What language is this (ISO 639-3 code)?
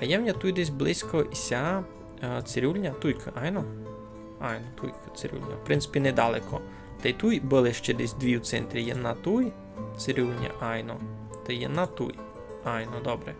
rue